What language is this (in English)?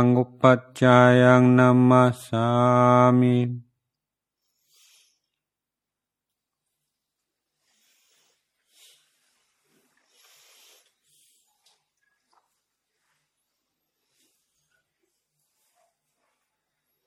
Thai